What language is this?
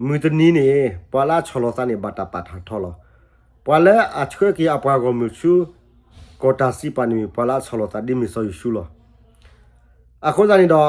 S'gaw Karen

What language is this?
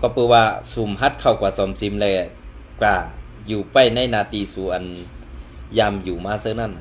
Shan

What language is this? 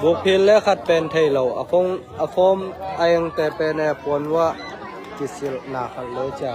Tedim Chin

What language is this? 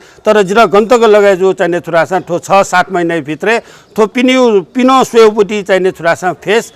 Newari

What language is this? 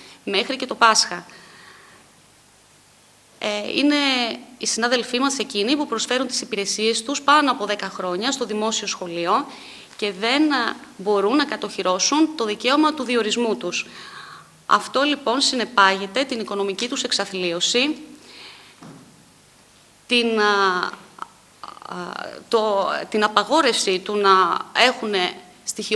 Greek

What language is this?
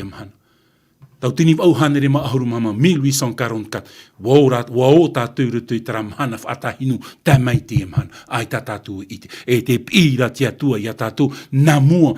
Tahitian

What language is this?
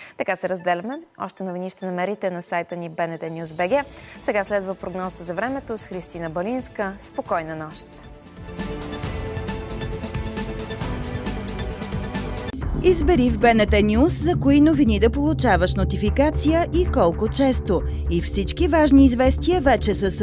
Bulgarian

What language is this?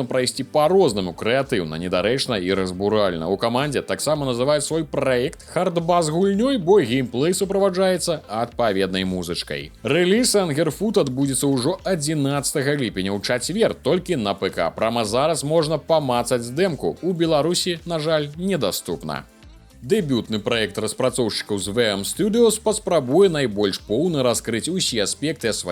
Belarusian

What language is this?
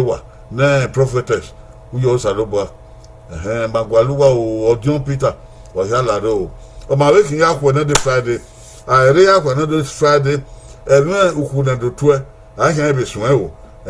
Bini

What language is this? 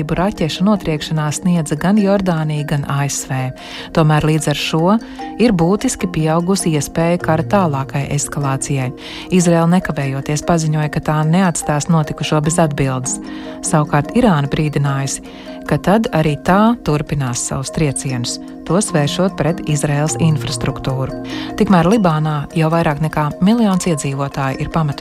Latvian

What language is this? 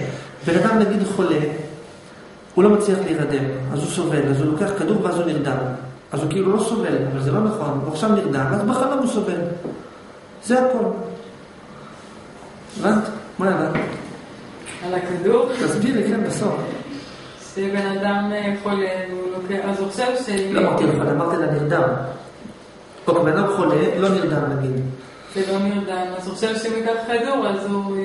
Hebrew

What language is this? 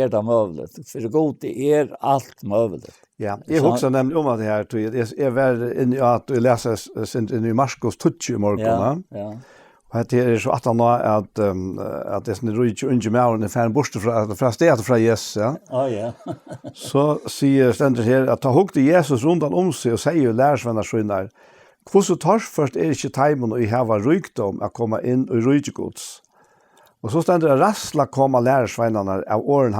Faroese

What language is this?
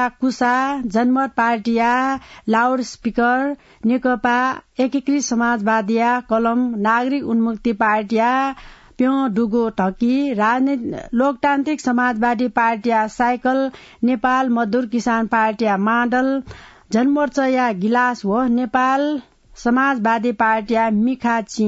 Newari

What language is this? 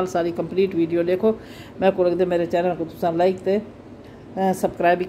Saraiki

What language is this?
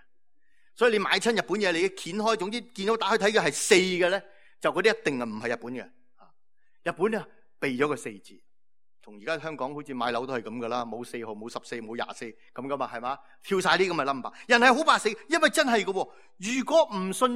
Cantonese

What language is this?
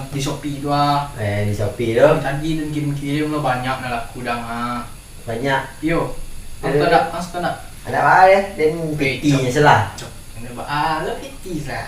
Minangkabau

